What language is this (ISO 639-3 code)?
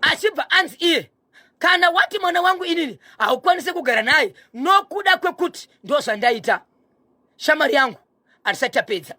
sna